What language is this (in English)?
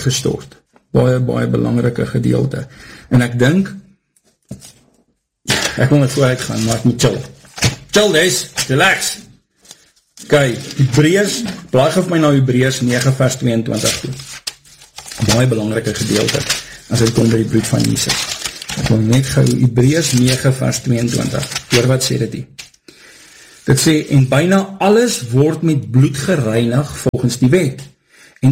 Afrikaans